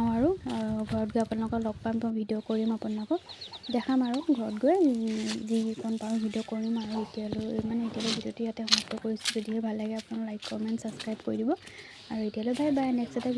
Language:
Assamese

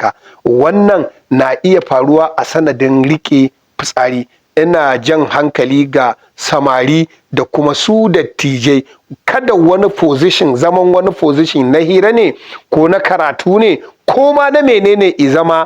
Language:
Hausa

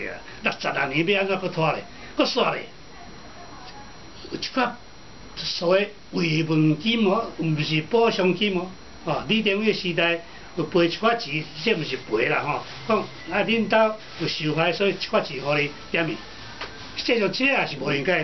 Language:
Min Nan Chinese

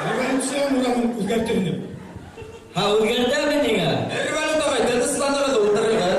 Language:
Bashkir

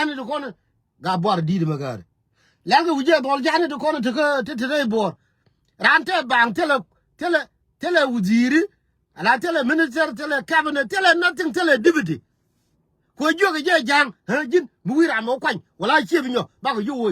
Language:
Nuer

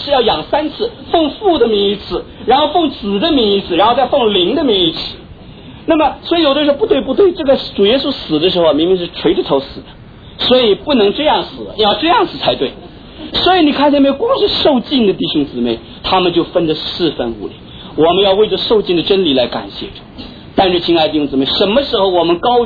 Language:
Chinese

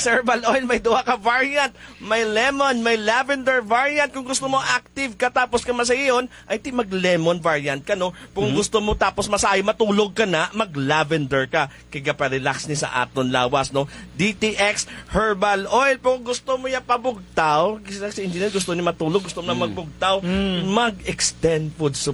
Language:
Hiligaynon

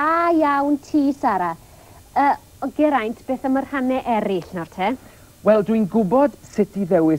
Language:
Welsh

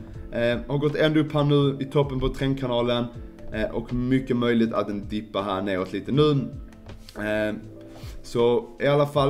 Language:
Swedish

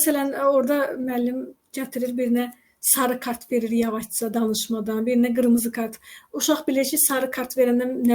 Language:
Azerbaijani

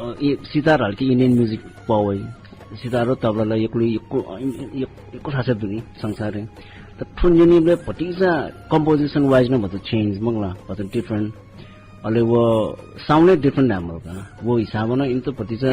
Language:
Newari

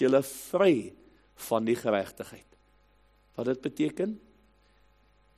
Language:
Afrikaans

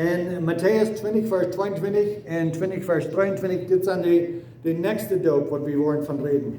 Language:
Plautdietsch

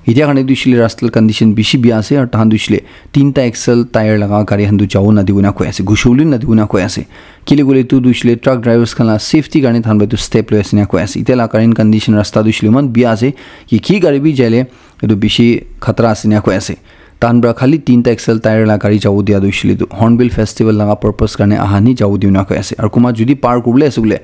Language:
Naga Pidgin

